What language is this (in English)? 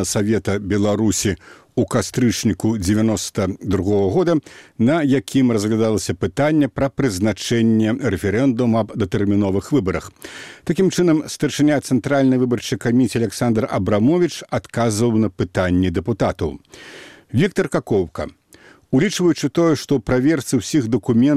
Belarusian